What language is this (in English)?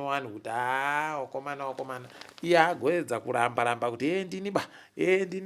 Ndau